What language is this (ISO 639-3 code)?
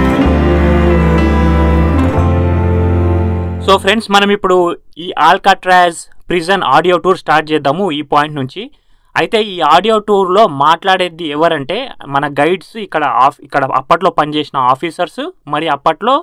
tel